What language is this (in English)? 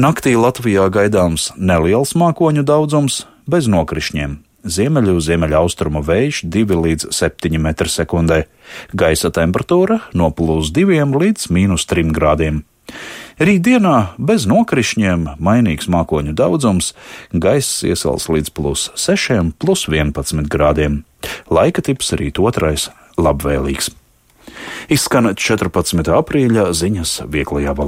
Latvian